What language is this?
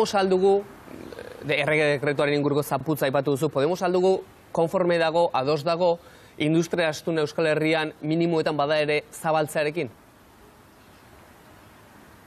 Basque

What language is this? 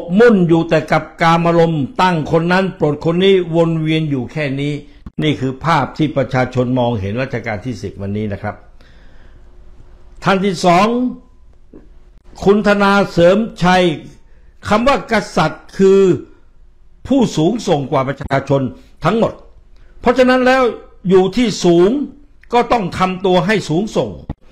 Thai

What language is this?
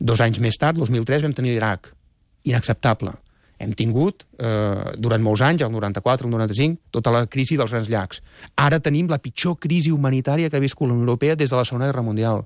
Catalan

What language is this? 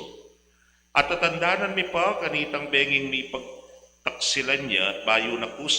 Pampanga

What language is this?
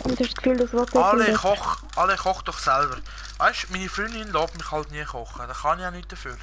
Swiss German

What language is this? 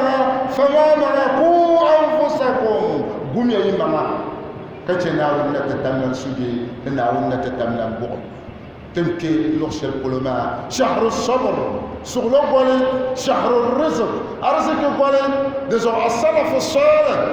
Dagbani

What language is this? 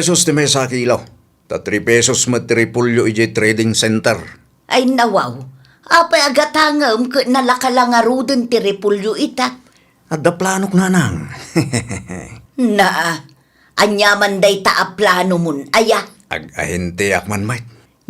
Iloko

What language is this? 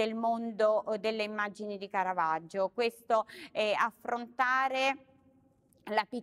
Italian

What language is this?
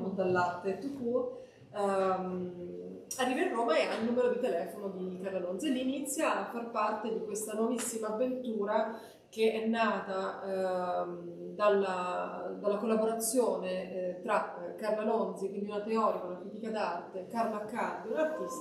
Italian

